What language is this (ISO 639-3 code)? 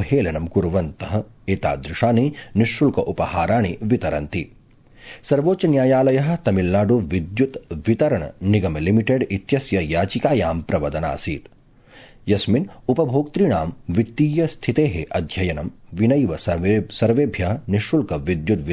san